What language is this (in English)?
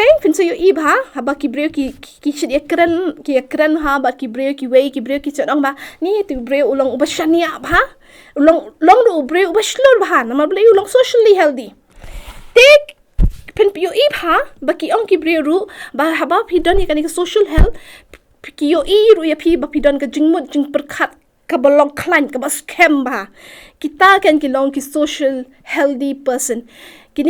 Khasi